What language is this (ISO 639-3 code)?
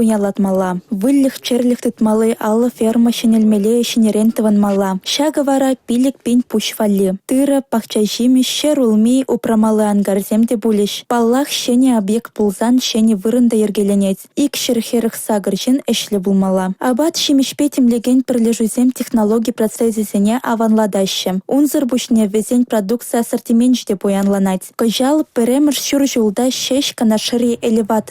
chv